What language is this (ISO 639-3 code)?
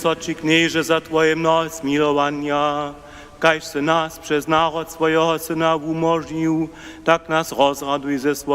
hsb